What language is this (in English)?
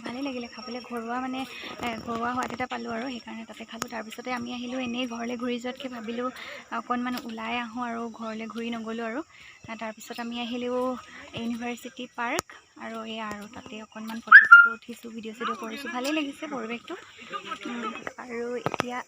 Assamese